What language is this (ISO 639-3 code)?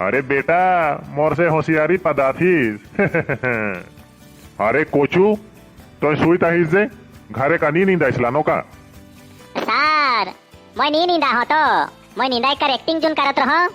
sck